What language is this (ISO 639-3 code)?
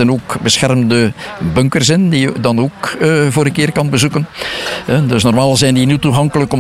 nld